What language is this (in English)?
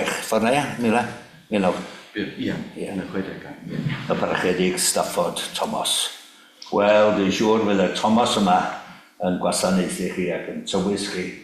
Welsh